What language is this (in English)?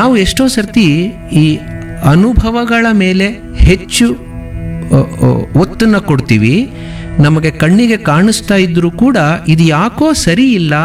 Kannada